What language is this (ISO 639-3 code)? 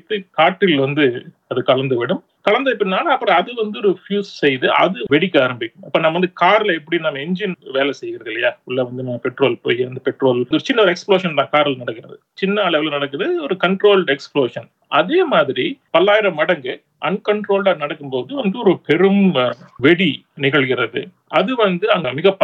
tam